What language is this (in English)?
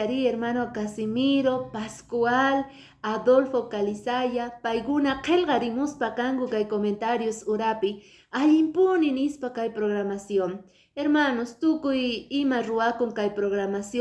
Quechua